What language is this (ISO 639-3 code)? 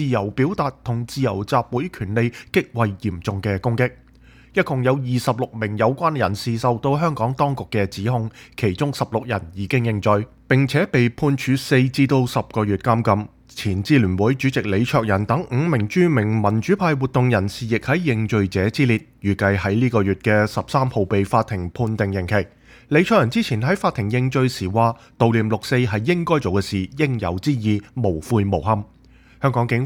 yue